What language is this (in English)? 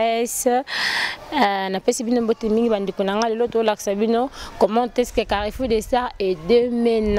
Lingala